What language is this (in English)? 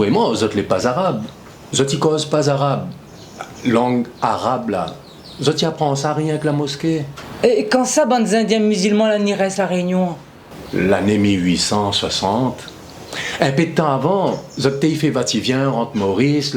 Réunion Creole French